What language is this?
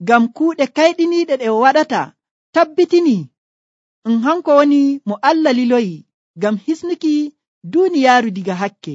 Nigerian Fulfulde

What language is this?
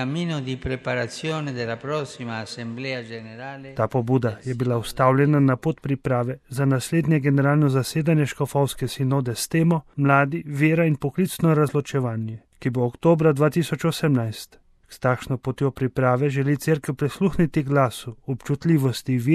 Slovenian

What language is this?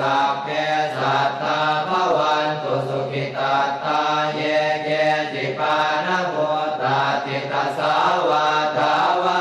Pali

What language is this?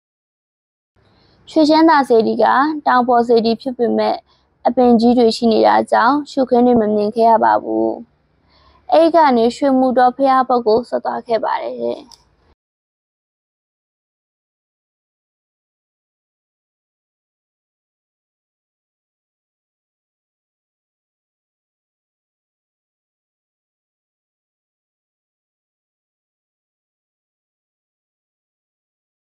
Burmese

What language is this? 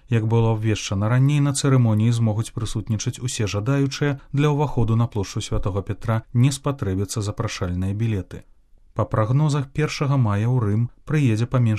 Belarusian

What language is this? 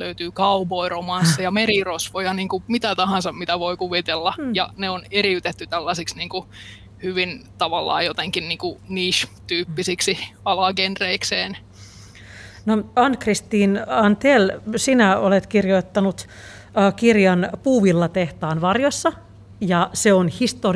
Finnish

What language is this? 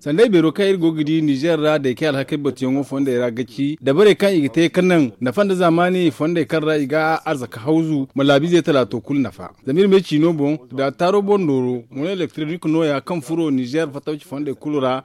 Zarma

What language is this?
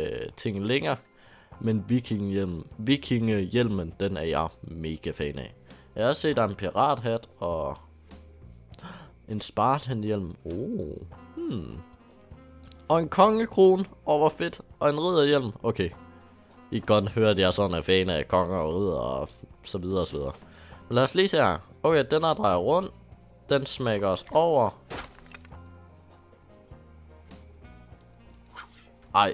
Danish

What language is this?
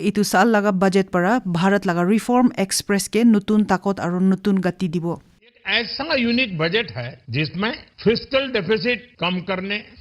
Naga Pidgin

